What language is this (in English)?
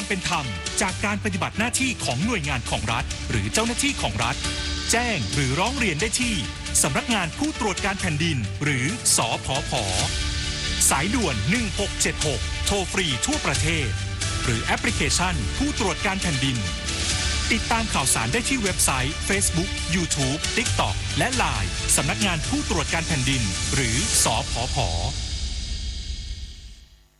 Thai